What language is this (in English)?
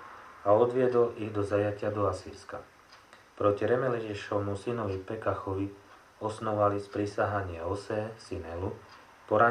Slovak